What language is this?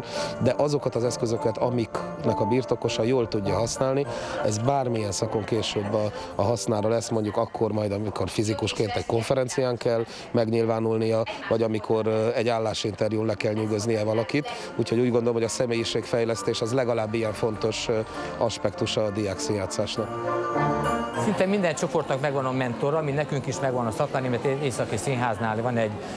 Hungarian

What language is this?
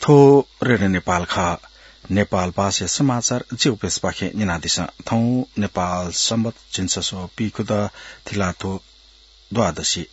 Newari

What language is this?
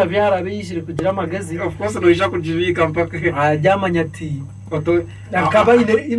Nyankole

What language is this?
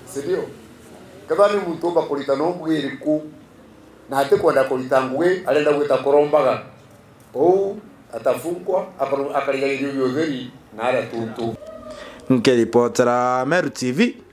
Meru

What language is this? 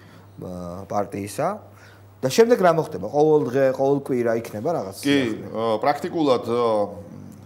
Georgian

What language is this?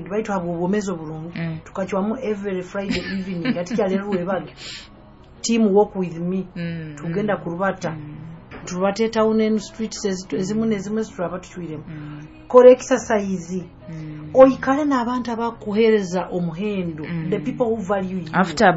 Nyoro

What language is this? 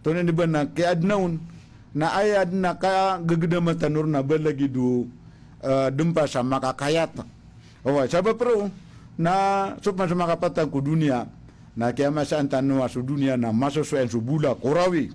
Maranao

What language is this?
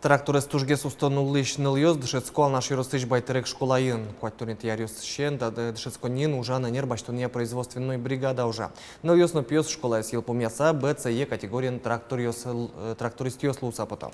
Udmurt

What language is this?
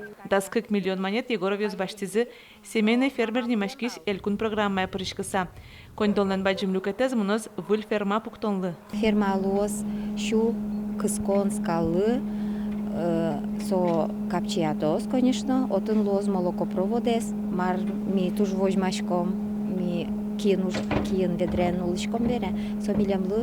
Udmurt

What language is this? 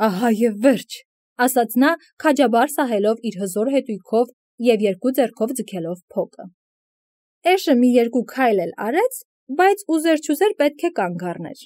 Armenian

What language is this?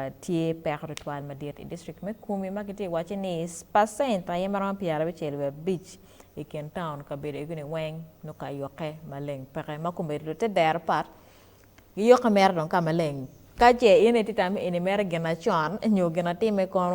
Acoli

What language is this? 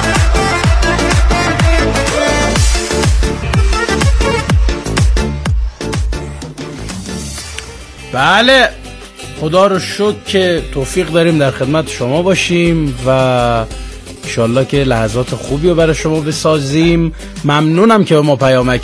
Persian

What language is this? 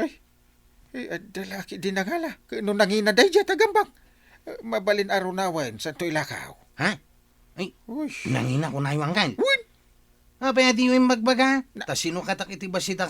Iloko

